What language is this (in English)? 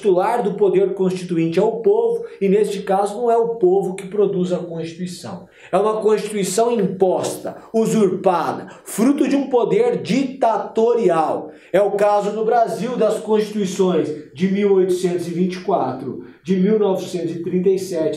Portuguese